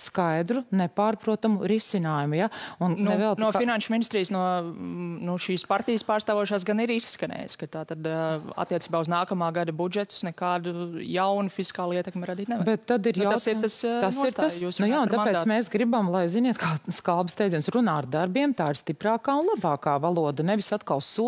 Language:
Latvian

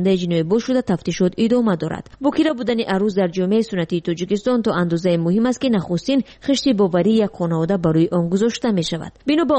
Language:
Tajik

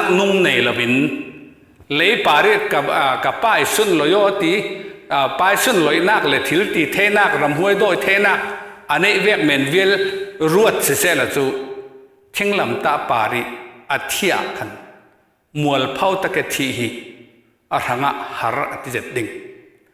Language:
Falam Chin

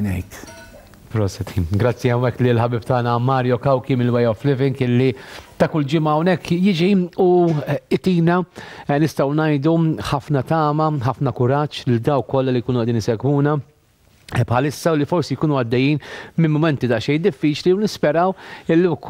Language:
Maltese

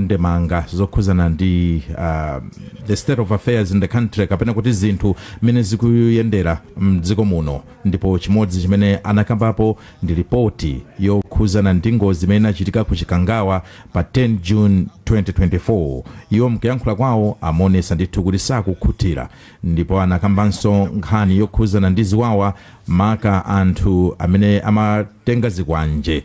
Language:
Nyanja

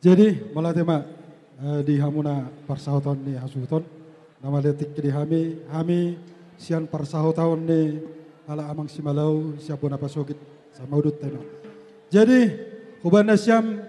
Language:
Batak Toba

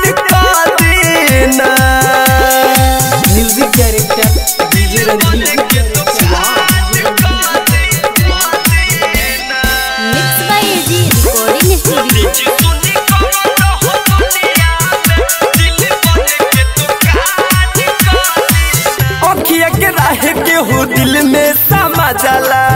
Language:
Bhojpuri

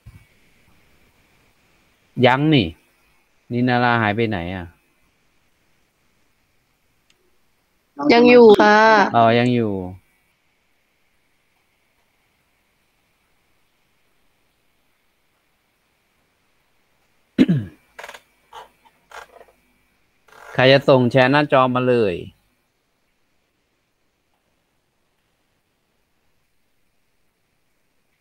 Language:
Thai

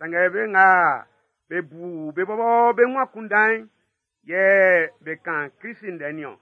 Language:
Baoulé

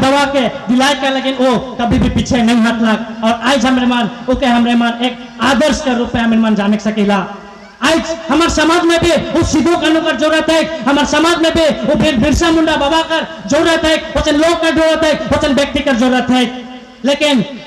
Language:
Sadri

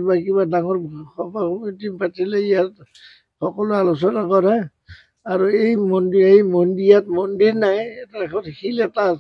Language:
Assamese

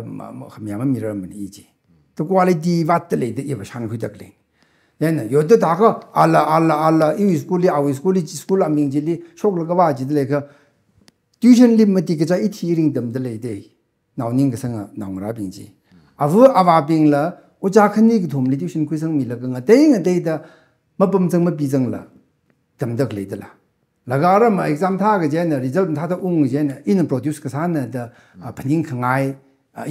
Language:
Tangkhul Naga (India)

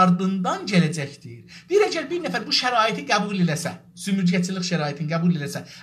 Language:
South Azerbaijani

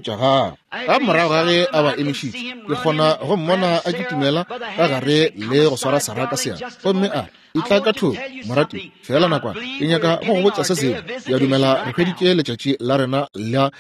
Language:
Northern Sotho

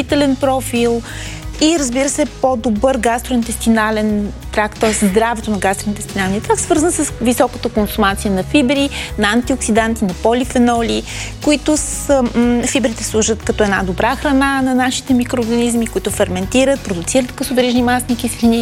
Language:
Bulgarian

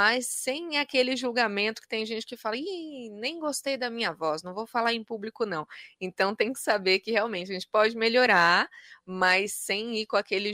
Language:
Portuguese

